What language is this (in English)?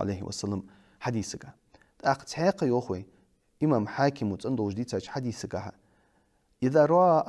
Ingush